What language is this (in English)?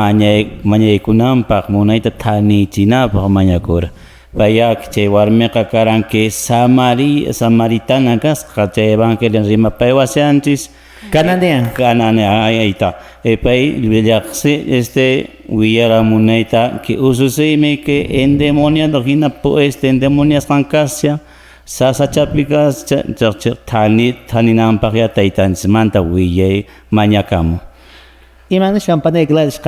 Quechua